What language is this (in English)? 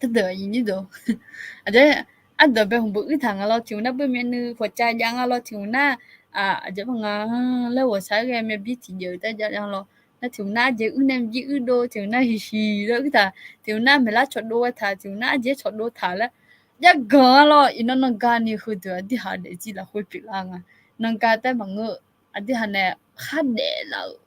Akha